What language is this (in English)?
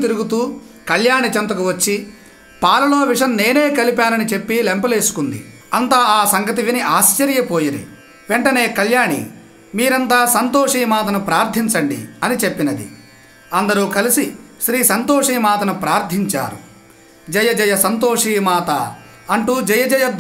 Telugu